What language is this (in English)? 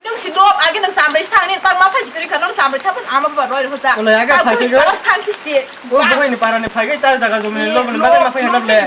Kok Borok